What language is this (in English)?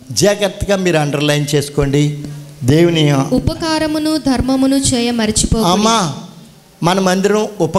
Telugu